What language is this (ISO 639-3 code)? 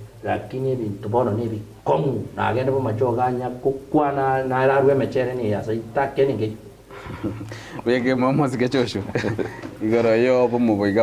guz